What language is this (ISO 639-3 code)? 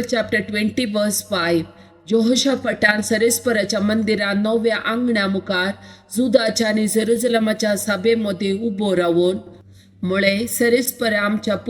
kok